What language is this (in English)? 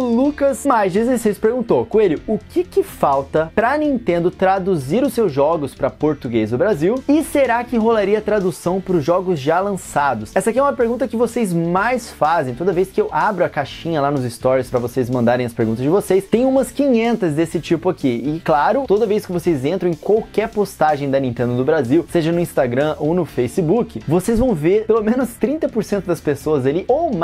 Portuguese